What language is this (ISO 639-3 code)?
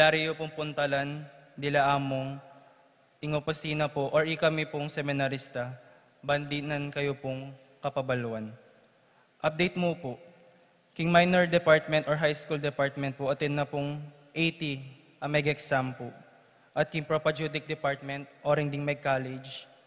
pam